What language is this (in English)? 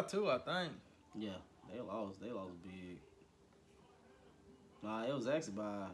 English